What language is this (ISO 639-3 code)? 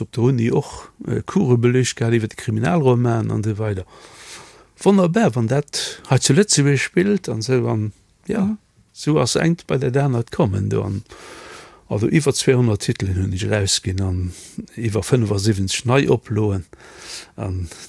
ltz